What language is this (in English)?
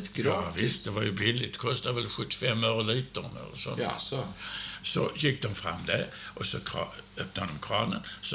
Swedish